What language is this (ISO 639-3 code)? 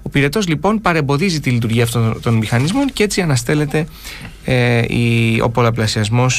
ell